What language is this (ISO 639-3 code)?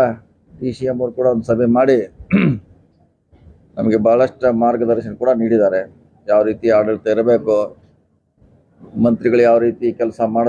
kan